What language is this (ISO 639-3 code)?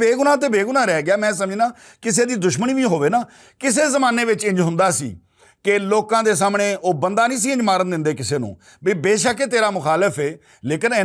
lah